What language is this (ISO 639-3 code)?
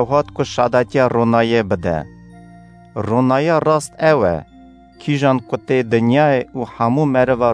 kur